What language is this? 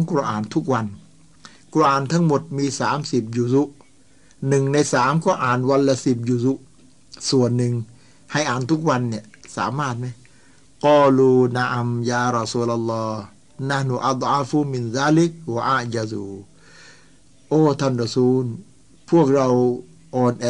Thai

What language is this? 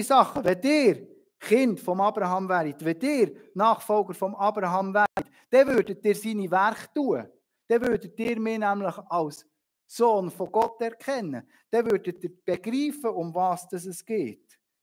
Swiss German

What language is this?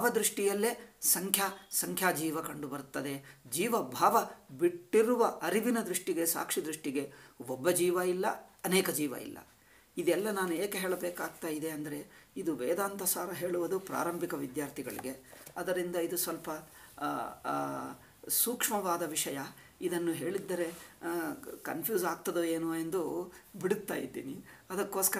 Kannada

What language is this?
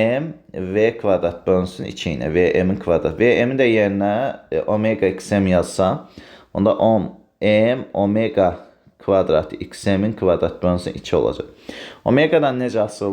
Azerbaijani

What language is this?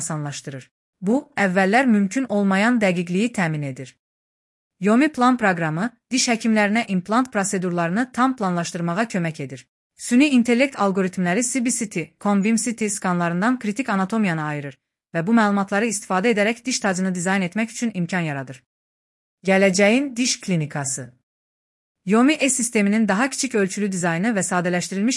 Azerbaijani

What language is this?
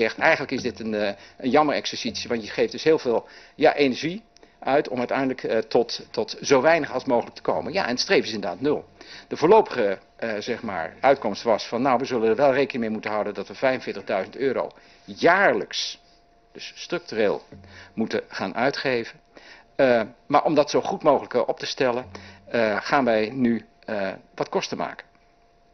Dutch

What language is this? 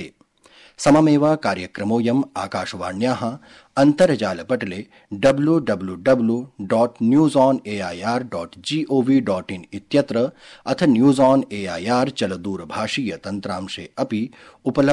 Sanskrit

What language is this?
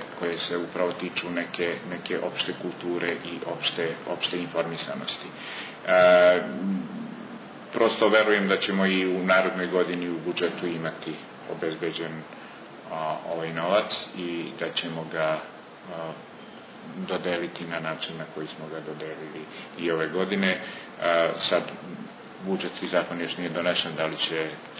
Serbian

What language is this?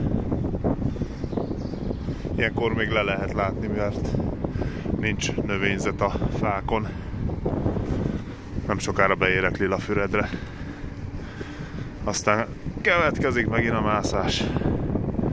Hungarian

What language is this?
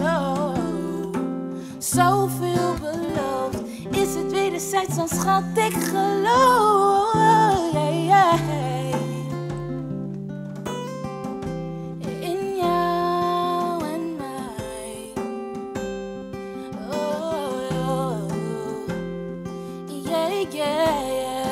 Dutch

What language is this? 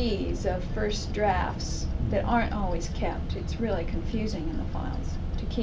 English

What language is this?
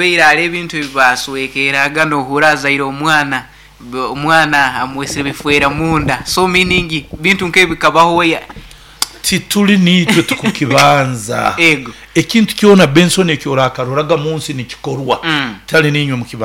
Nyoro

